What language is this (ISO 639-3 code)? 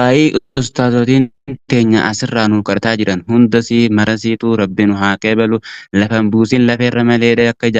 orm